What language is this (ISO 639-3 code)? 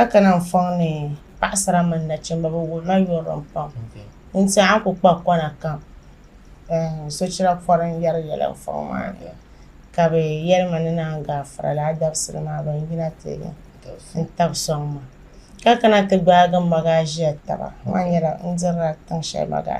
dag